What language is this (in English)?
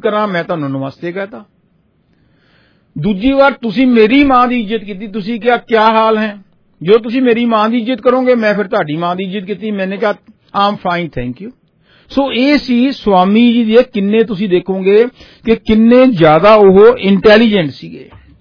Punjabi